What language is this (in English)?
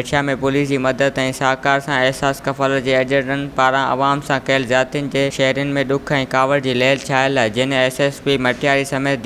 Sindhi